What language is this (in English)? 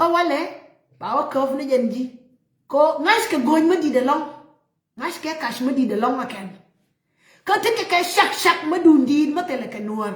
Nuer